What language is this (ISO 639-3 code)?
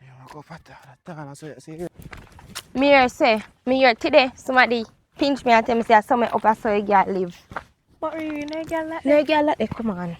jam